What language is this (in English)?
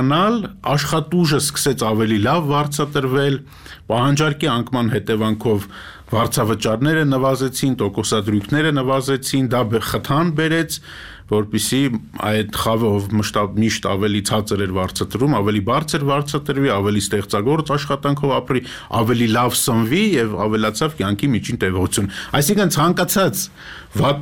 Armenian